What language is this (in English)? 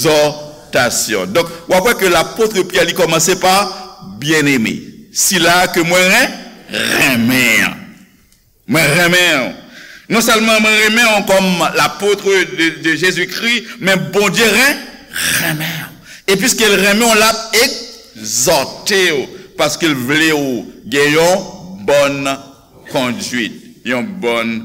Haitian Creole